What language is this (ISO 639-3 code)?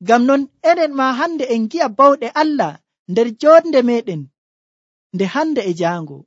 fuv